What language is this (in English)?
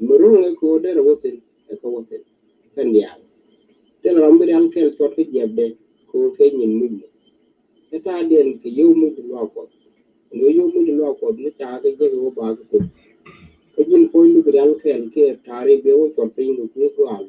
Nuer